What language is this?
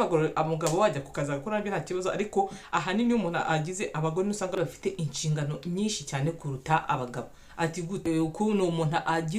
Kinyarwanda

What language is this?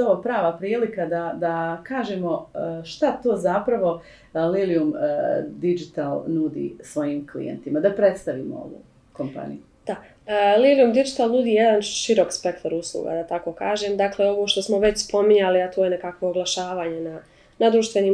Bosnian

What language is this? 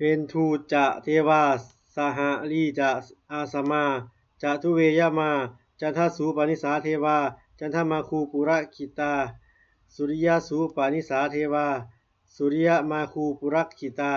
Pali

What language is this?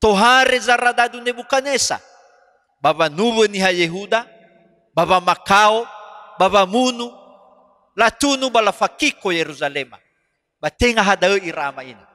Nias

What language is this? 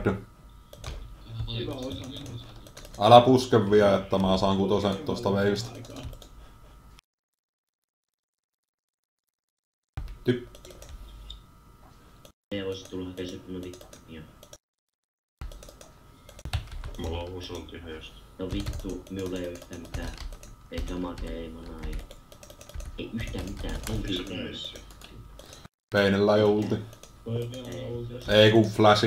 Finnish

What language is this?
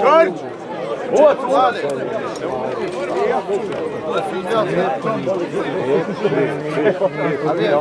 Croatian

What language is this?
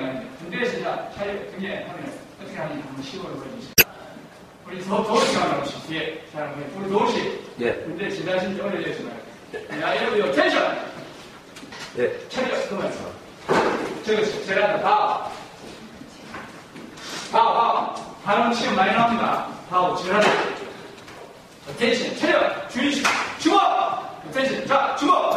Korean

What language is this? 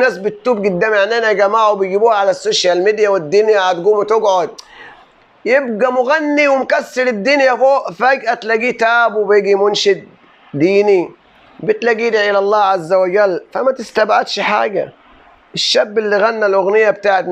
Egyptian Arabic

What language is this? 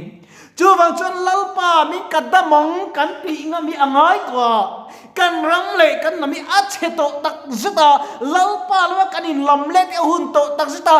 Mizo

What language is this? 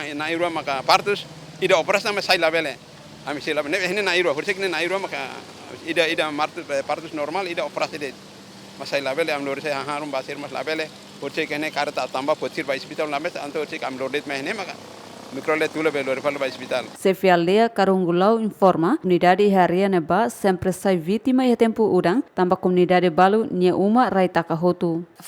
Tetum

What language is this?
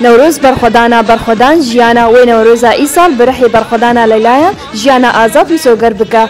Kurdish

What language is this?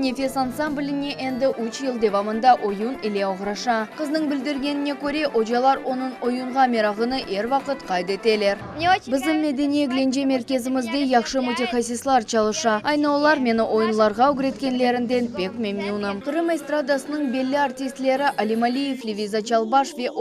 Crimean Tatar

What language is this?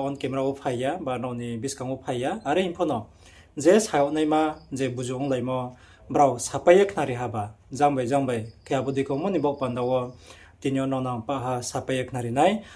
Riang (India)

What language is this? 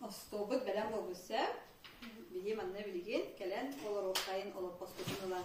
Yakut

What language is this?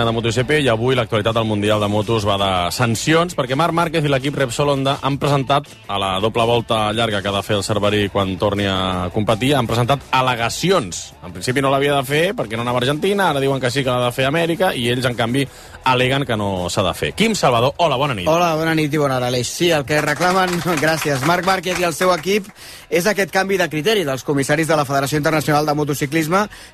Catalan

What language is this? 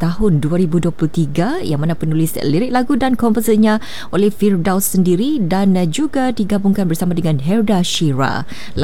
Malay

